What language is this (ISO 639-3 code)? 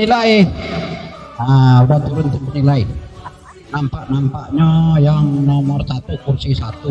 min